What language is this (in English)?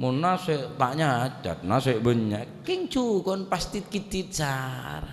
Madurese